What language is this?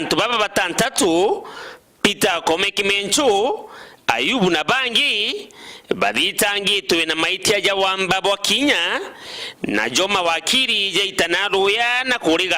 Meru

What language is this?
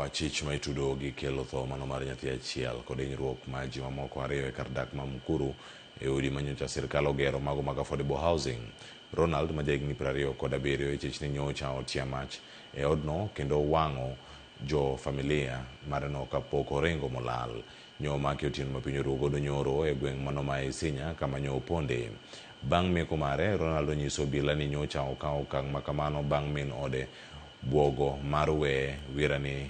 Luo (Kenya and Tanzania)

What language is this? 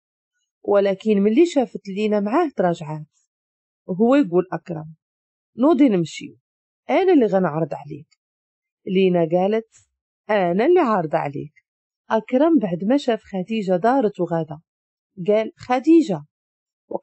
Moroccan Arabic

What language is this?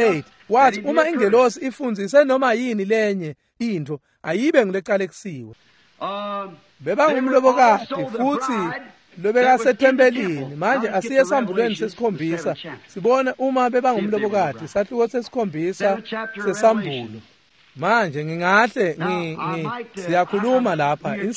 Swati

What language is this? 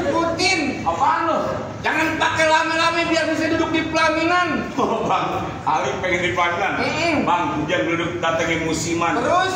Betawi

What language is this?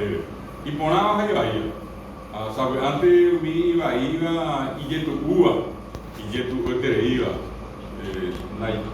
Guarani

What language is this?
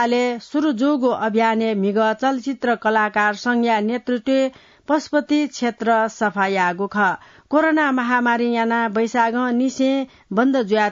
Newari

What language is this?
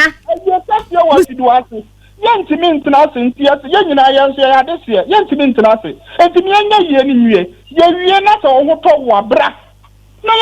Akan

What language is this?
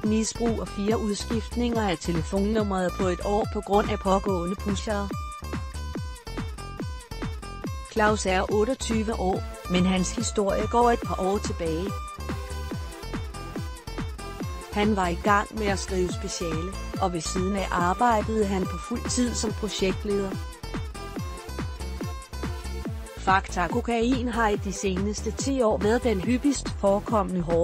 Danish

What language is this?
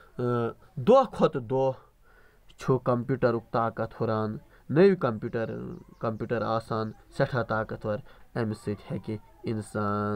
Kashmiri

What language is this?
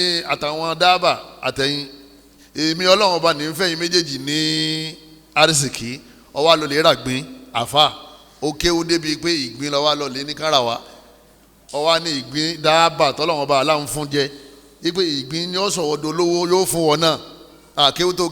Yoruba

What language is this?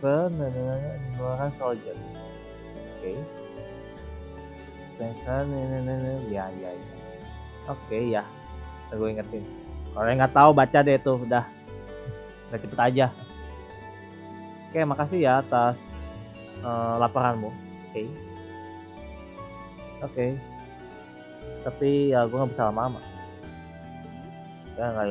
Indonesian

